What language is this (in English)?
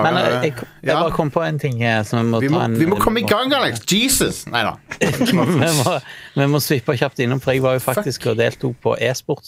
Norwegian